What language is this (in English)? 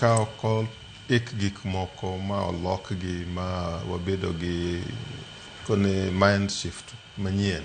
Luo (Kenya and Tanzania)